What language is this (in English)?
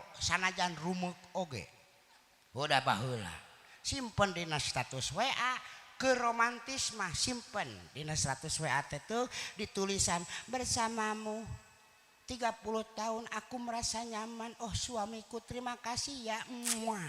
Sundanese